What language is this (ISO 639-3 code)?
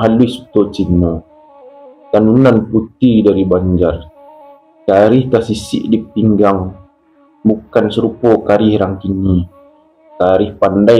min